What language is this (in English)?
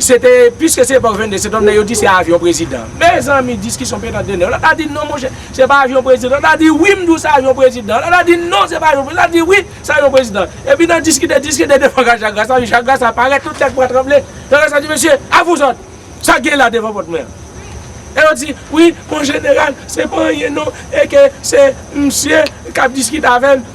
Haitian Creole